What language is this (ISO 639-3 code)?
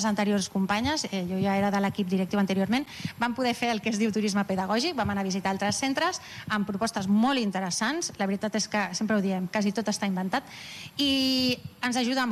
cat